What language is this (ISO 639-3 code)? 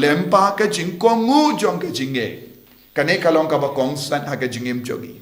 kha